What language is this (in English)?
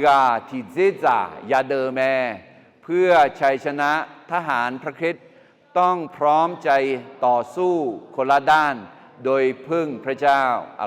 Akha